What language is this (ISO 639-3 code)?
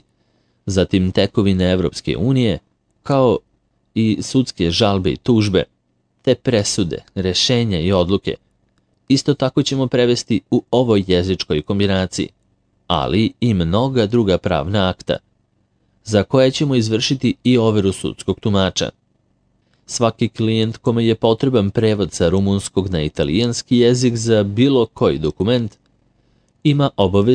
srp